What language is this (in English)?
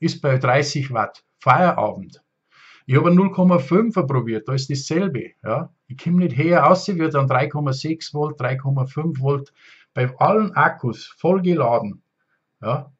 Bavarian